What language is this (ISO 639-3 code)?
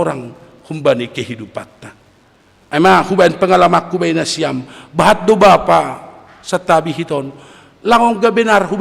bts